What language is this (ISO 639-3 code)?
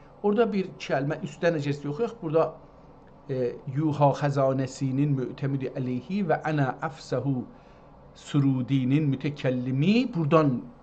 azb